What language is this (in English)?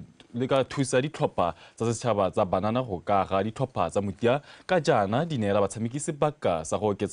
Tswana